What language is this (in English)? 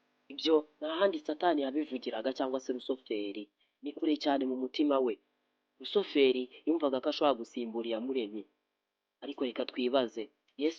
Kinyarwanda